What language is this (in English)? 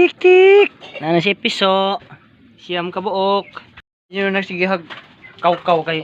Cebuano